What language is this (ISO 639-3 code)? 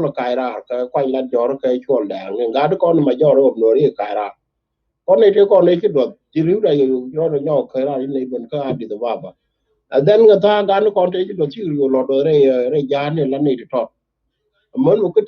nus